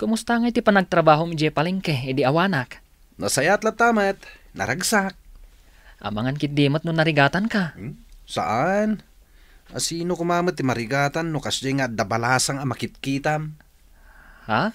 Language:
Iloko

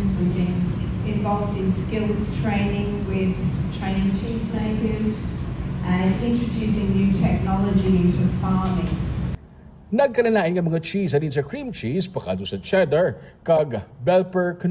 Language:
Hiligaynon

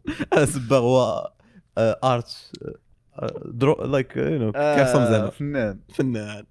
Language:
Moroccan Arabic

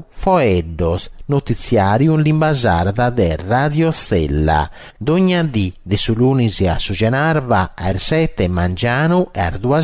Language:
Sardinian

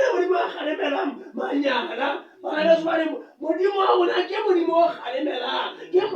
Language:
Southern Sotho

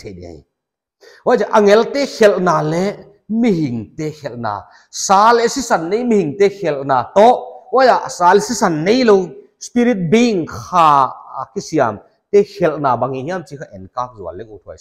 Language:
Paite Chin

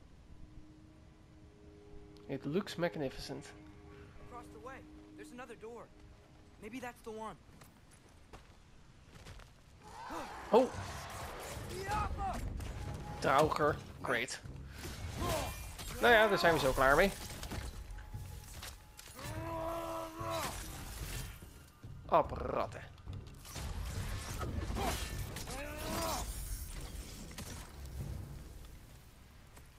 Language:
Dutch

